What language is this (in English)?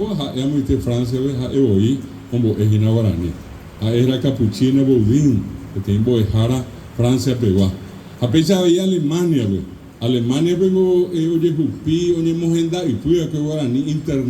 Guarani